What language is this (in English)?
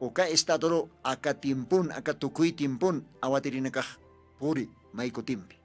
Aymara